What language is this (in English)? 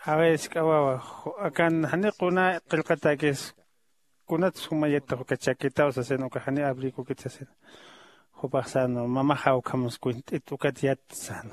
Aymara